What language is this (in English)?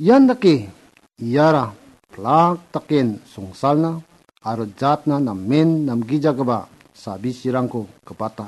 Garo